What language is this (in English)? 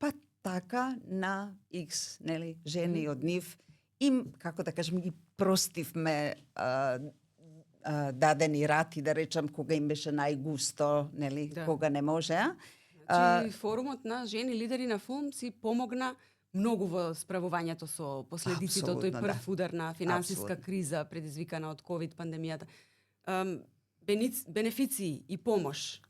Macedonian